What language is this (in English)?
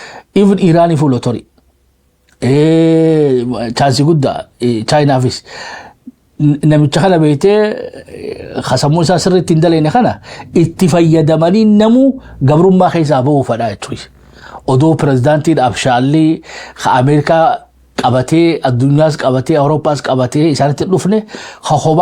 Oromo